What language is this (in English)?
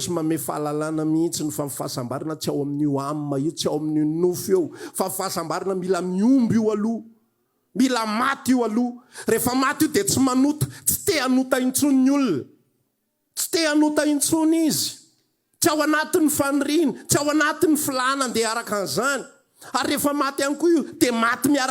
Malagasy